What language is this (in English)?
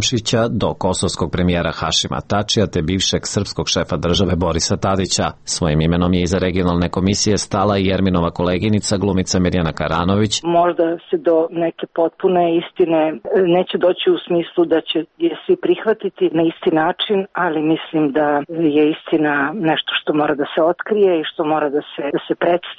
Serbian